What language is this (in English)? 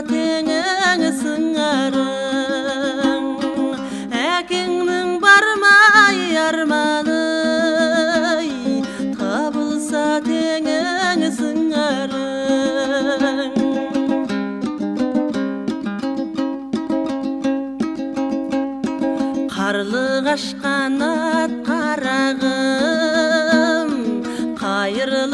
Kazakh